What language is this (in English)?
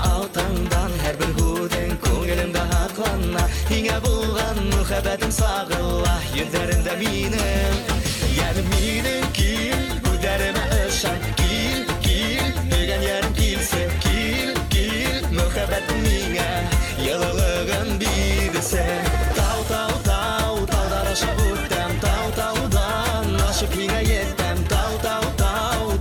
Bashkir